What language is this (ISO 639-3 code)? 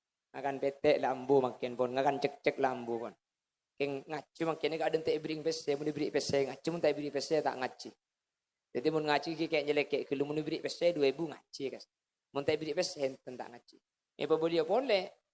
mad